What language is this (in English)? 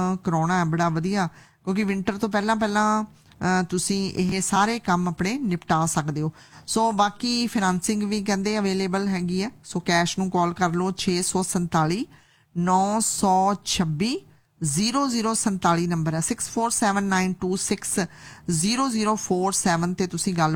Punjabi